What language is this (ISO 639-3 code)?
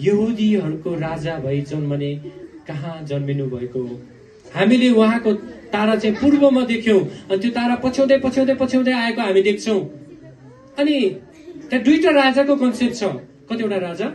nep